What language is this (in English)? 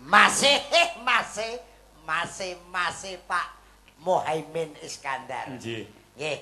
Javanese